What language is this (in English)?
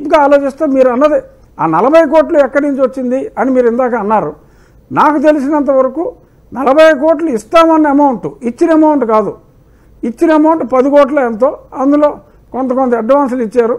Telugu